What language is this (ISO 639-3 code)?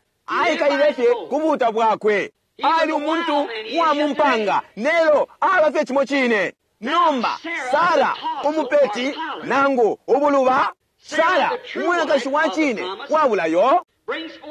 bem